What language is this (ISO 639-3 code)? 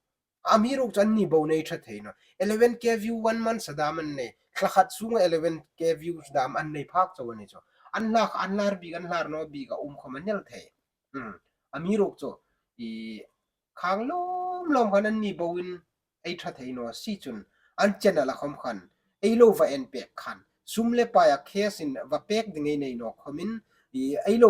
hmr